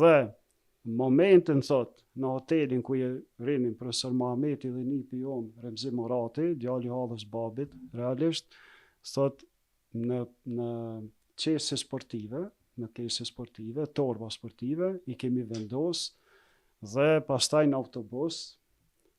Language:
Albanian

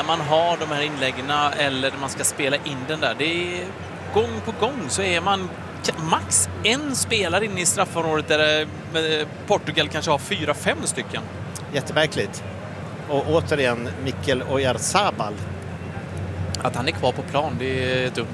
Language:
Swedish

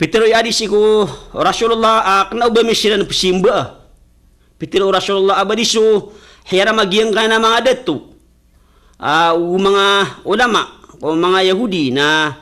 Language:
Maranao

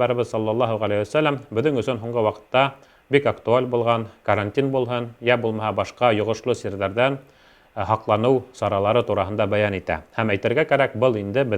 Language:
Bashkir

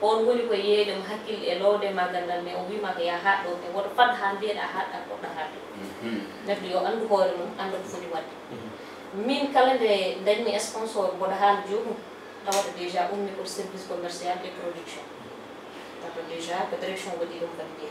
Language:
Fula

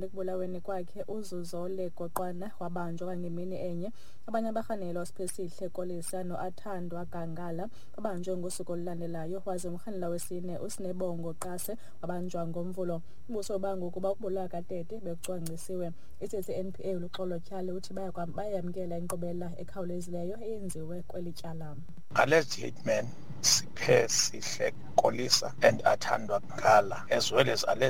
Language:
Xhosa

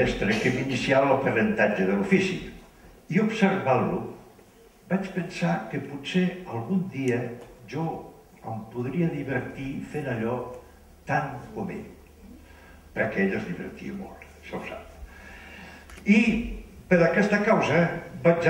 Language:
Catalan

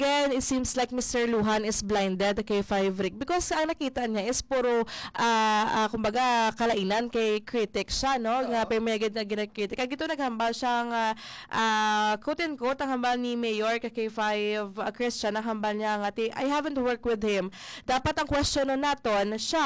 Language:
Hiligaynon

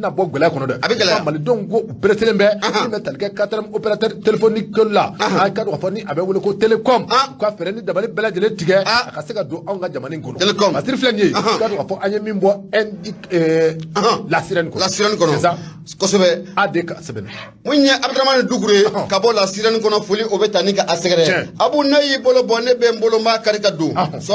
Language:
Bambara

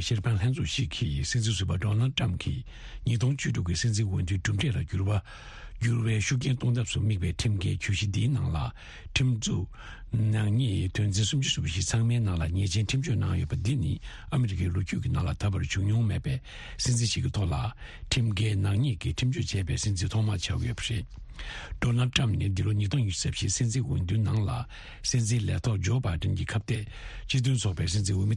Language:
Tibetan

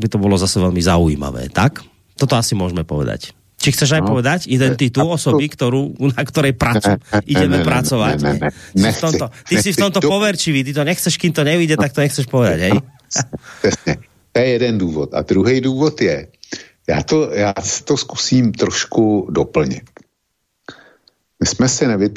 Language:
Slovak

